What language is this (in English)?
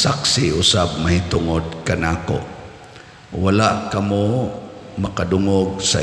Cebuano